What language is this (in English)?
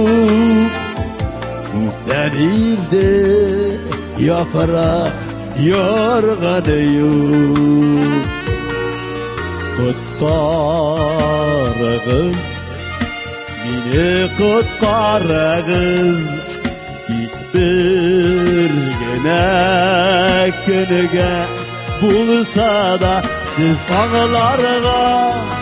Tatar